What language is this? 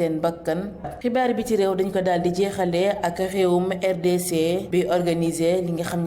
Wolof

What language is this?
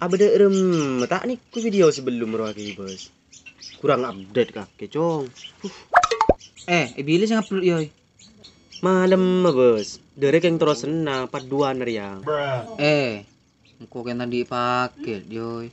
Madurese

